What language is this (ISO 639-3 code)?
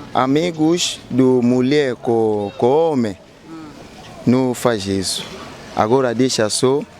lin